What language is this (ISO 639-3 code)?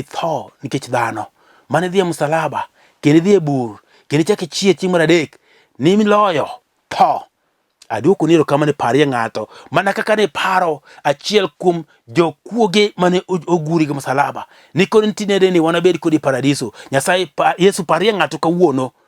luo